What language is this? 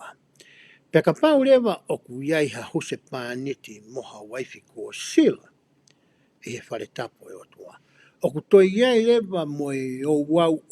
Tongan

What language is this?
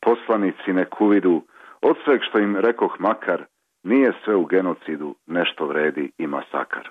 Serbian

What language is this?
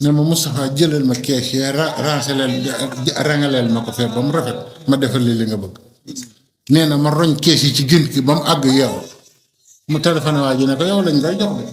Wolof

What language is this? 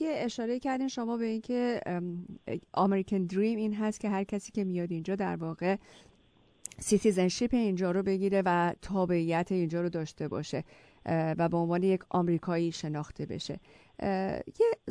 Persian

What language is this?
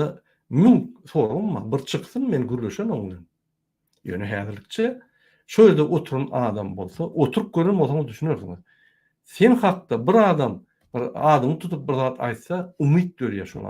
Turkmen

